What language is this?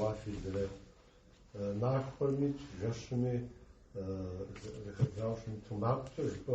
Kabardian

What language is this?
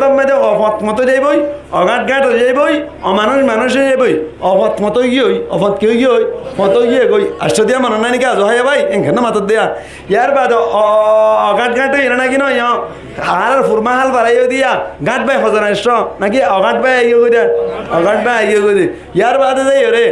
Rohingya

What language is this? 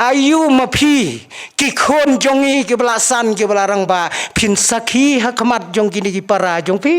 Khasi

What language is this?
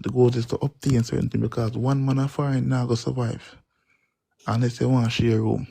Jamaican Creole English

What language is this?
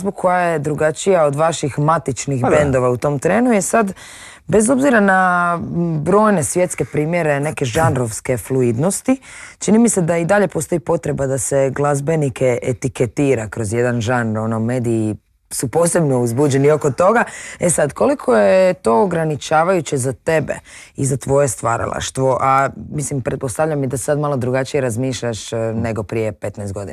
Croatian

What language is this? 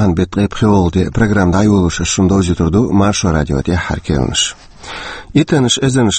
Chechen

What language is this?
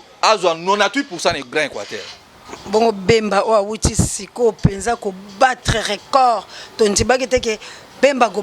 Lingala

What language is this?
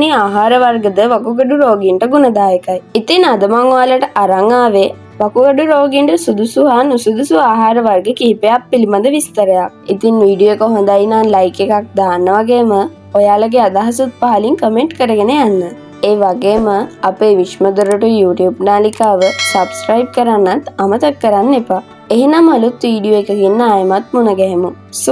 Sinhala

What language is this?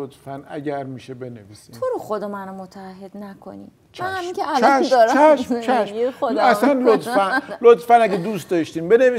Persian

